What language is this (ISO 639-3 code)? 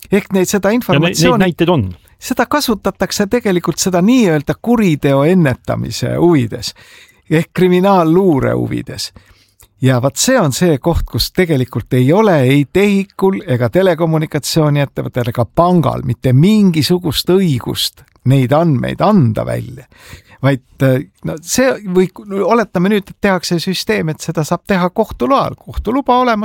est